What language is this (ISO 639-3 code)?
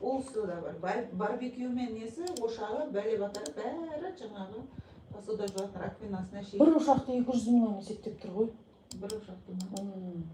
kaz